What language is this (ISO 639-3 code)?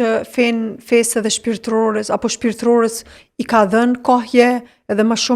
sqi